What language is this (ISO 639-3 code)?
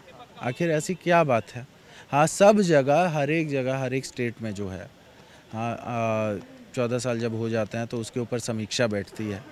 hin